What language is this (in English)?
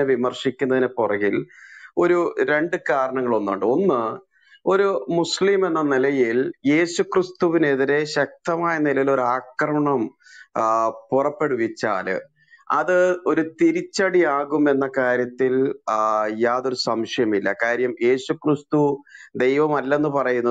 Malayalam